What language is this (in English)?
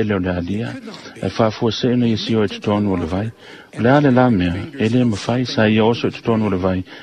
Samoan